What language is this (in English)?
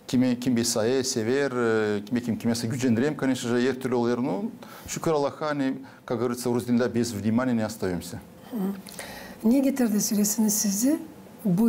Gagauz